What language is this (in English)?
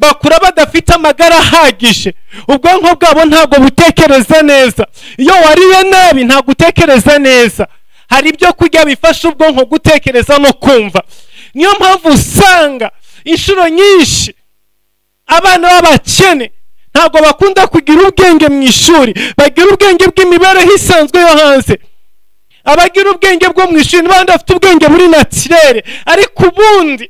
Kinyarwanda